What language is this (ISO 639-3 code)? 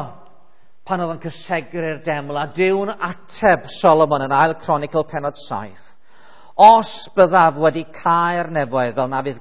cym